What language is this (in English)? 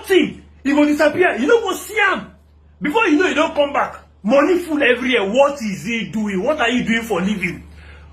Nigerian Pidgin